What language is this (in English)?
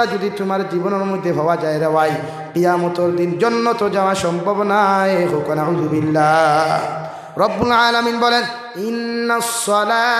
Sylheti